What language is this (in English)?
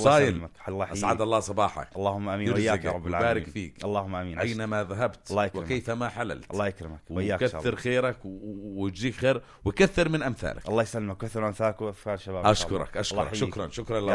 North Levantine Arabic